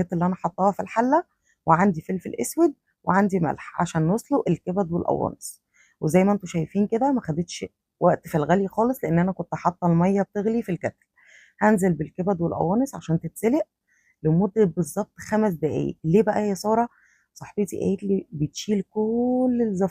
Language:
Egyptian Arabic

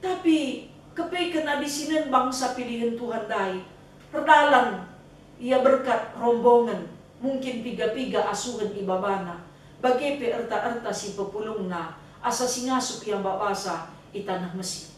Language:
Batak Karo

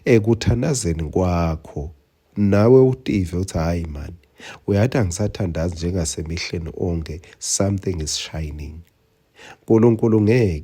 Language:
Swati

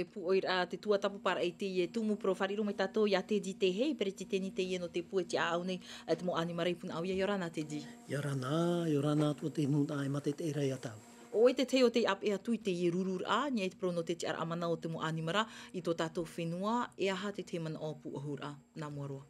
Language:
Tahitian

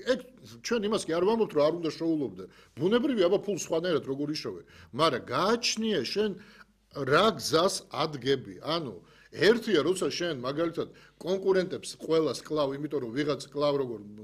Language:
Georgian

